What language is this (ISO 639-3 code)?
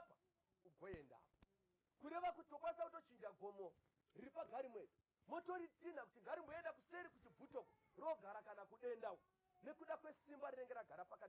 sna